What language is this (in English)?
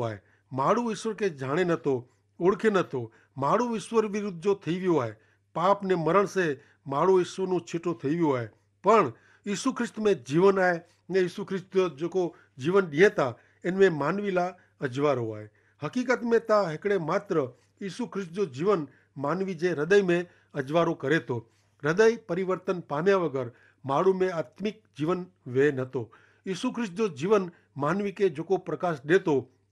Kachhi